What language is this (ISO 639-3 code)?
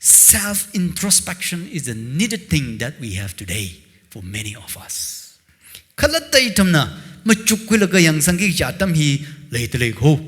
nmf